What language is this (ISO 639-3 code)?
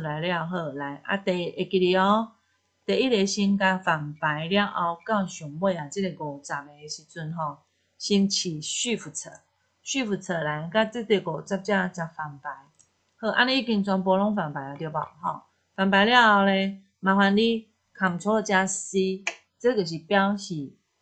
nan